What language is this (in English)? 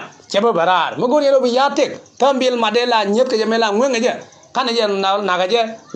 Nuer